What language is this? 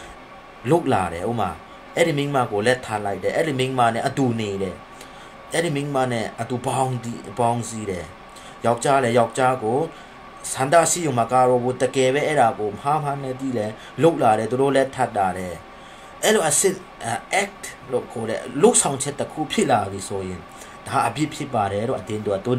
Burmese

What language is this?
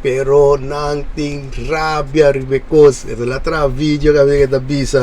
Papiamento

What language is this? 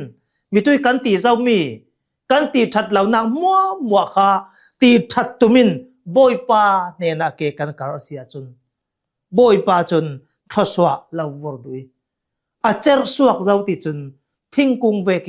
Hakha Chin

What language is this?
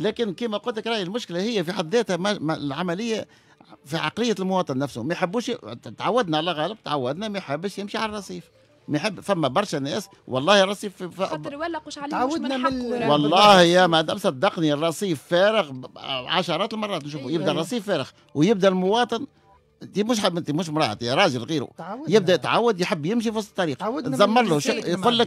Tunisian Arabic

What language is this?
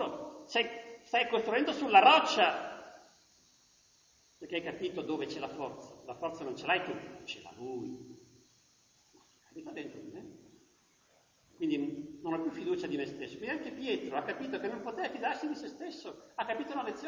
Italian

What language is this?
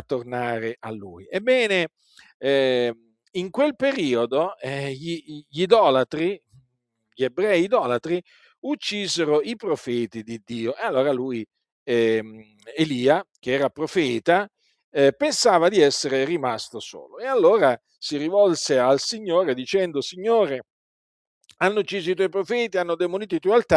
Italian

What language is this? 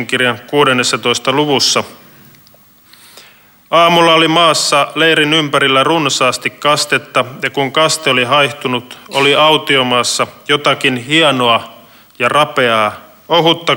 Finnish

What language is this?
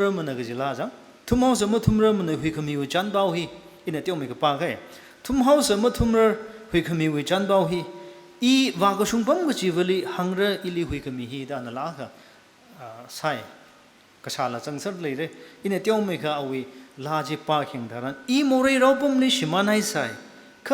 Tangkhul Naga (India)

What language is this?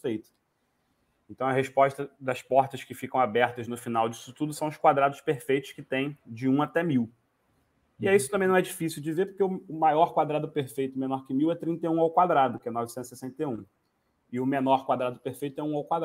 Portuguese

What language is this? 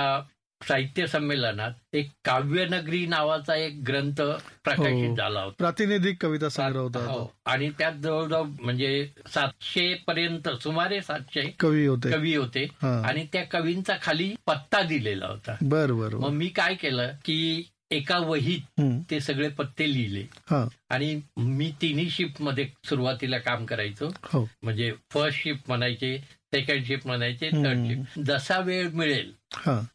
Marathi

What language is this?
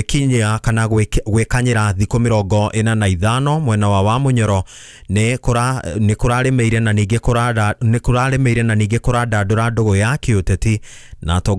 Kikuyu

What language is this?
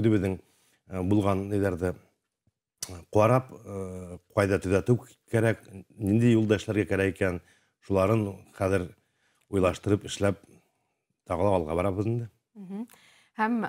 Bashkir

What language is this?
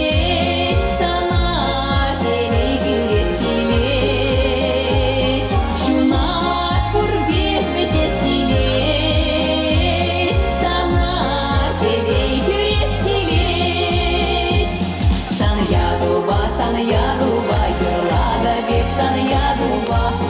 Chuvash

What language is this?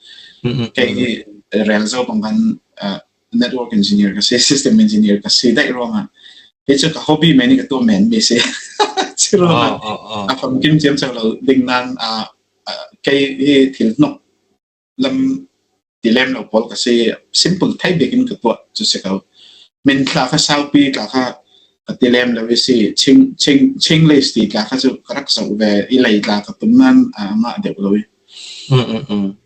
Falam Chin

